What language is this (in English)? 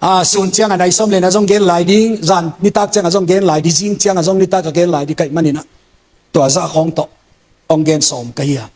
Tedim Chin